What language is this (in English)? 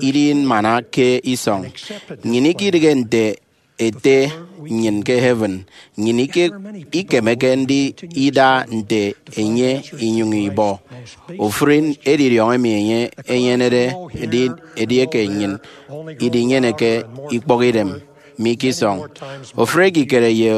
Efik